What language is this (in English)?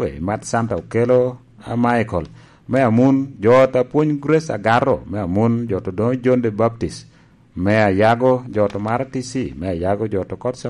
Lango (Uganda)